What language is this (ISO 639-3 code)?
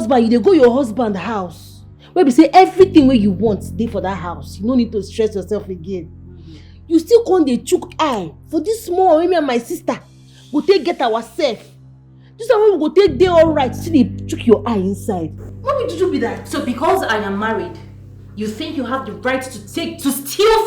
pcm